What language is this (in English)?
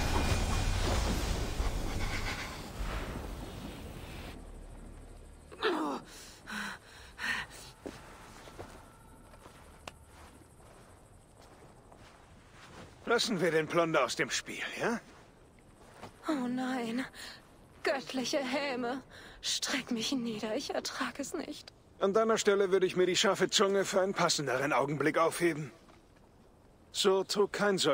German